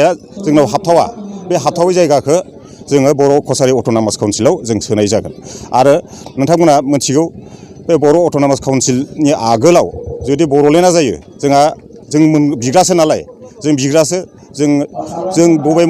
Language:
Bodo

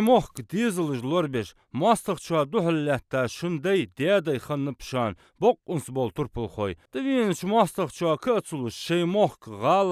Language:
Ingush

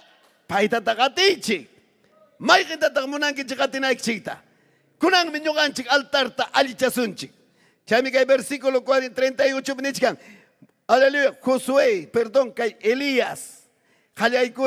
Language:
Ayacucho Quechua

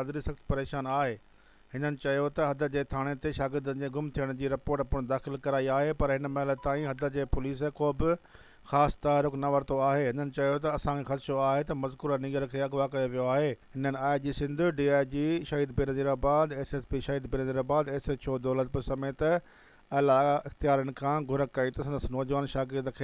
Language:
Sindhi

